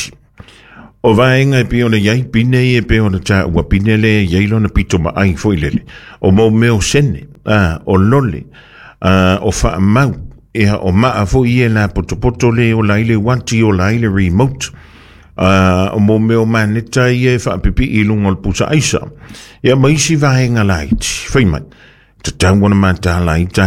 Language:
Samoan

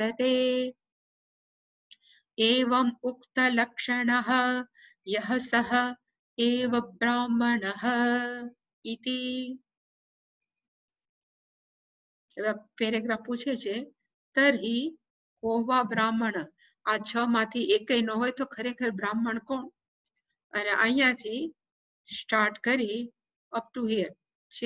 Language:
Gujarati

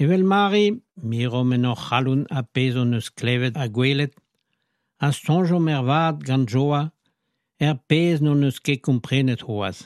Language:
Breton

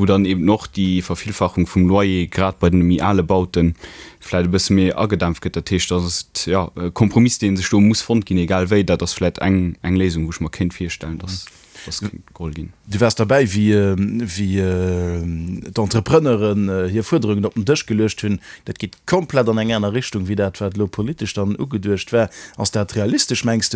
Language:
Luxembourgish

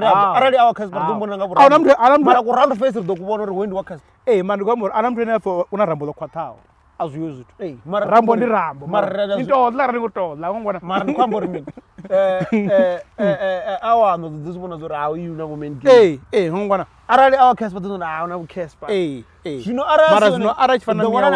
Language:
Venda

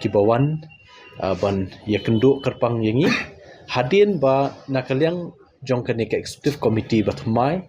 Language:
Khasi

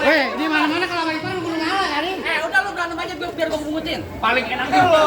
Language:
Betawi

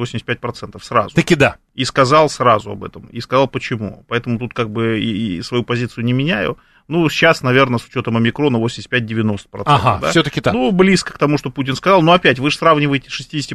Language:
Russian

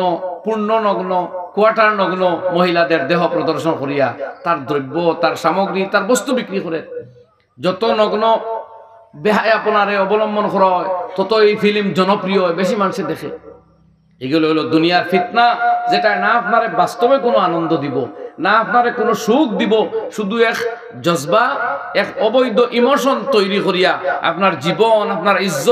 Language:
Sylheti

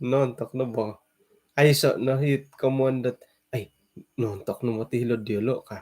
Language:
Central Dusun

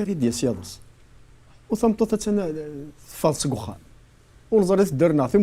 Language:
Kabyle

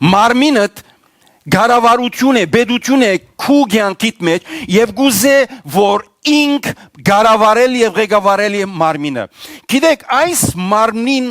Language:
Western Armenian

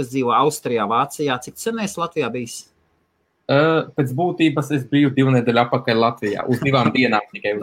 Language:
Latvian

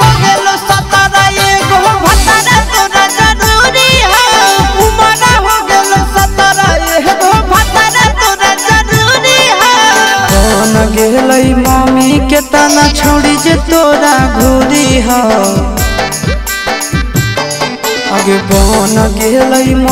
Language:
Bhojpuri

